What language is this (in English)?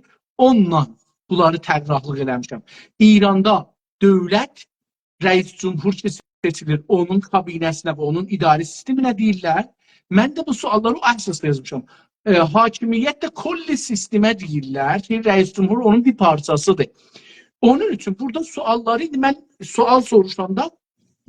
South Azerbaijani